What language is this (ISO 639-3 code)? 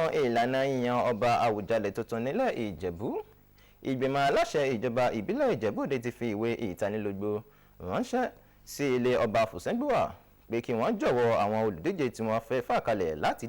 yor